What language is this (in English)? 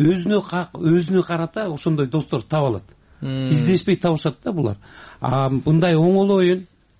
Kyrgyz